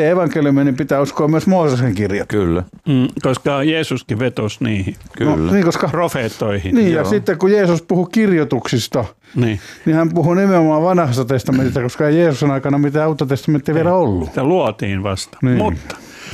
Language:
Finnish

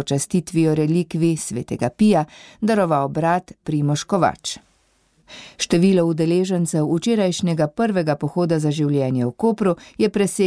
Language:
Slovenian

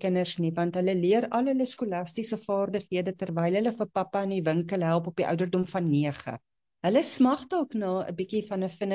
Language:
Afrikaans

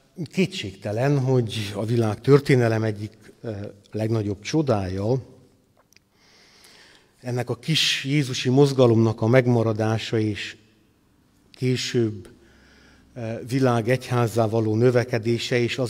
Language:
Hungarian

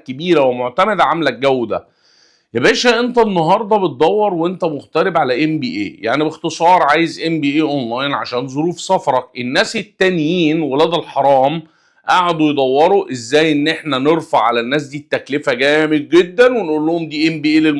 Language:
Egyptian Arabic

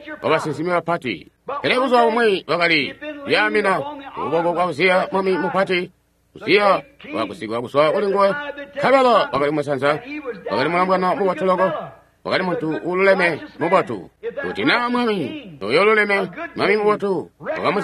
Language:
Tonga (Zambia)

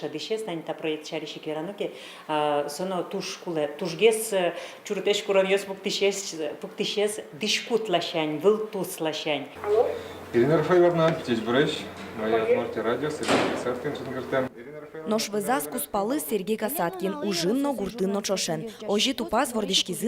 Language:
Udmurt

